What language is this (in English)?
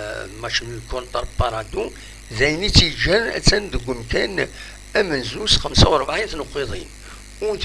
Kabyle